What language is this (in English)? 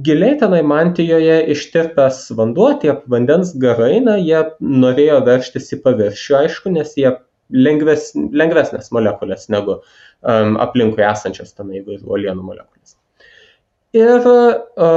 Lithuanian